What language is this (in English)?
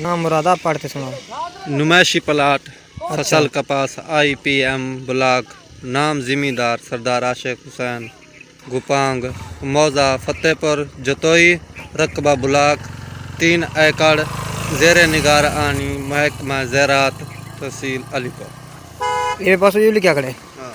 Saraiki